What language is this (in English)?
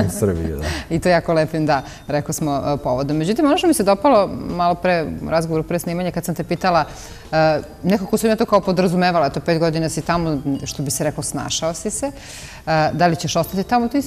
Serbian